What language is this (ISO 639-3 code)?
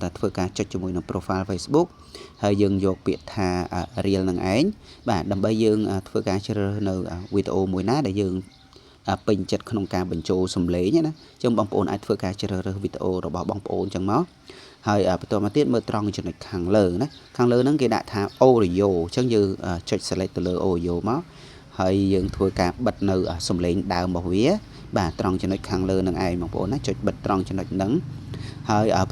khm